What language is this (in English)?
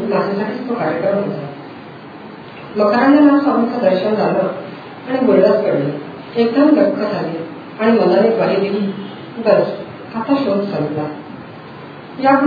Marathi